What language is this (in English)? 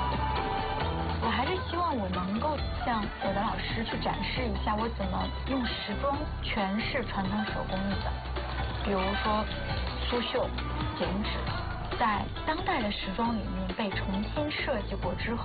Chinese